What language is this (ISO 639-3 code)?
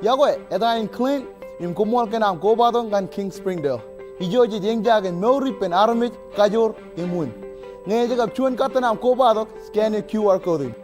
mah